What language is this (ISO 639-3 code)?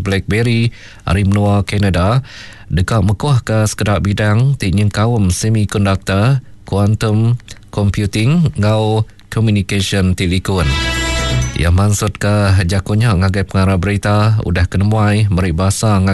iba